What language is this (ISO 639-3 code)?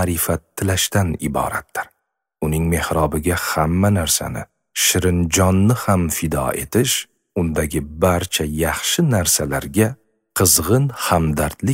uzb